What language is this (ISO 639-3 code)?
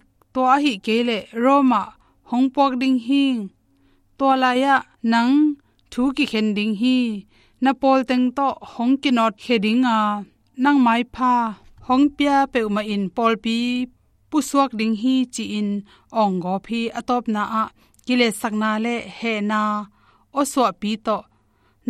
ctd